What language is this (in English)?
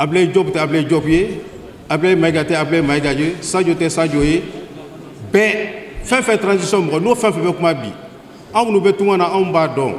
Bambara